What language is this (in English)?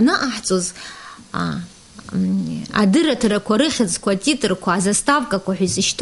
Abkhazian